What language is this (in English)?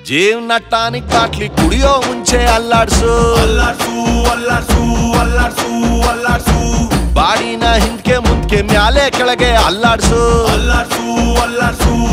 Kannada